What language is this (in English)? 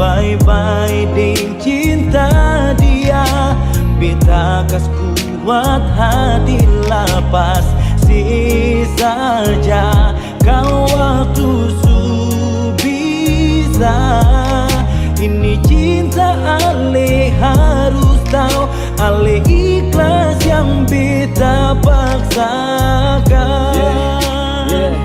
Ambonese Malay